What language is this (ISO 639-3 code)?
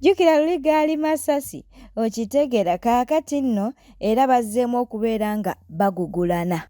lug